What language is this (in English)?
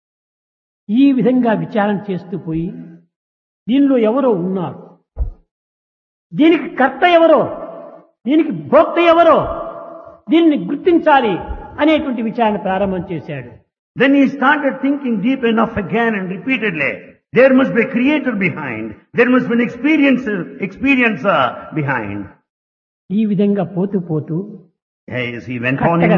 Telugu